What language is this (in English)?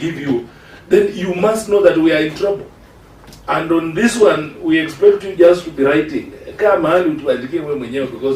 Gusii